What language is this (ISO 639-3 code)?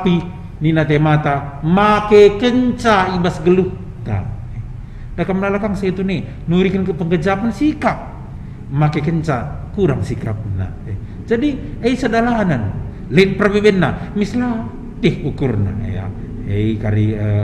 btx